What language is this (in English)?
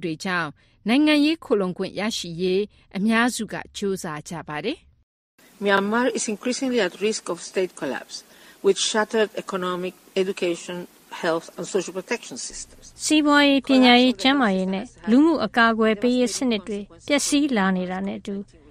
Burmese